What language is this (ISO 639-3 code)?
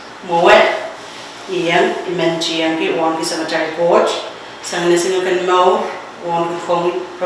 pon